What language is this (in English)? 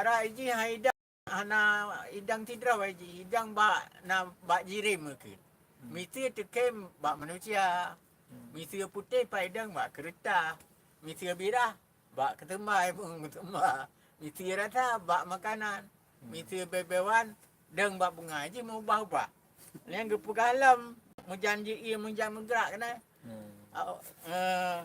Achinese